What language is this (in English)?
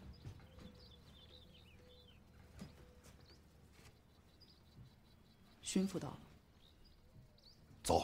Chinese